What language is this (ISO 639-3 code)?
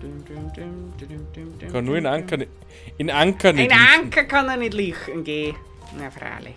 bar